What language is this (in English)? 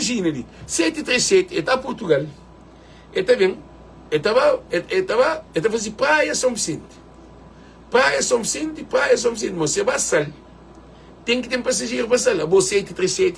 Kabuverdianu